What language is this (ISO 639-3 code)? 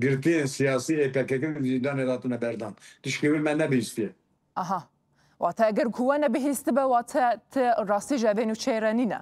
kur